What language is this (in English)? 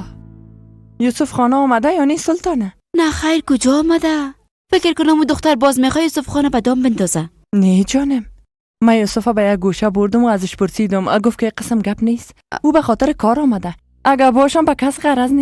Persian